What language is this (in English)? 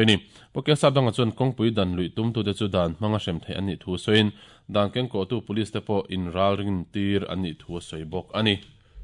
Mizo